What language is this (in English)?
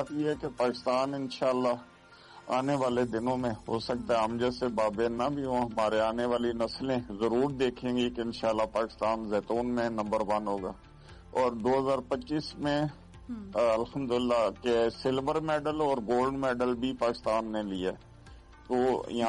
Urdu